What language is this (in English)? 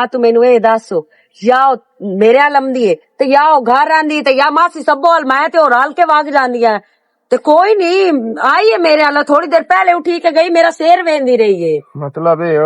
Western Panjabi